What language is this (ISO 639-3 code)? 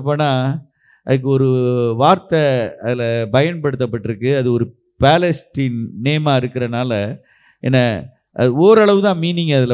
tam